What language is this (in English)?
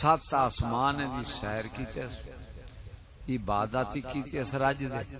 Saraiki